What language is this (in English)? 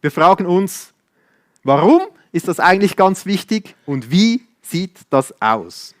Swiss German